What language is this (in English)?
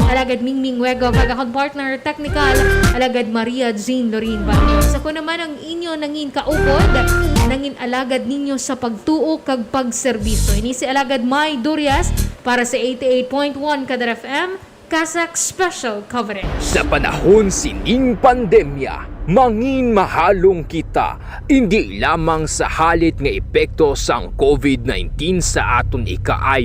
Hiligaynon